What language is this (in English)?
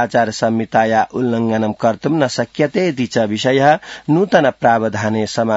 Sanskrit